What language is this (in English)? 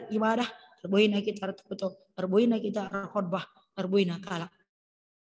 Batak Karo